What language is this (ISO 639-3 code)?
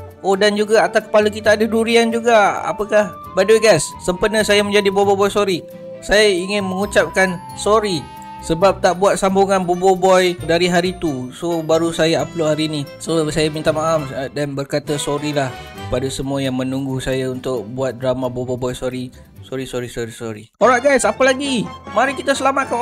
msa